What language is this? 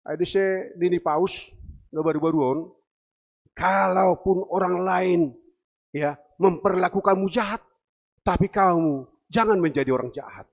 Batak Simalungun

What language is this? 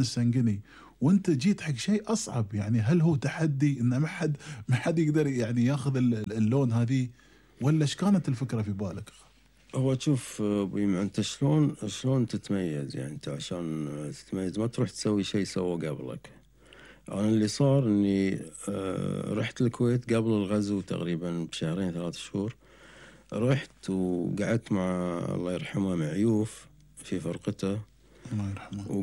Gulf Arabic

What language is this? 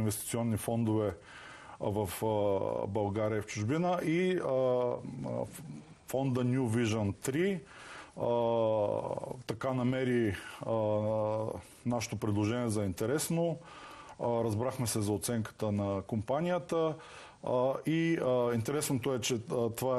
Bulgarian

